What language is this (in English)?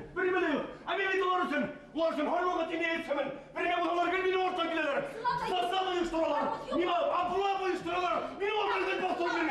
Bashkir